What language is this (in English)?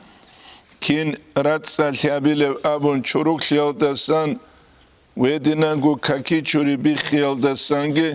Avaric